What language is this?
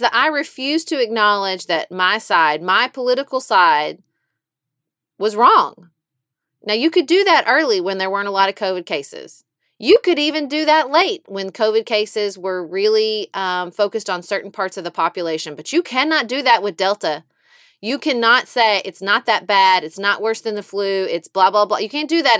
English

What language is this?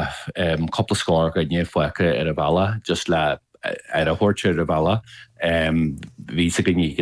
Irish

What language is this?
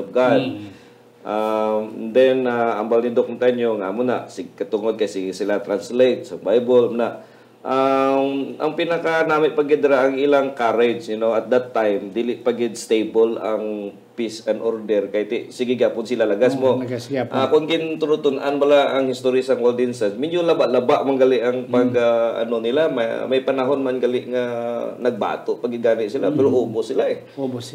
Hiligaynon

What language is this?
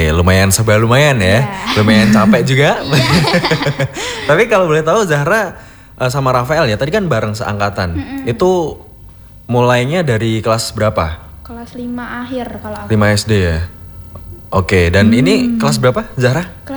Indonesian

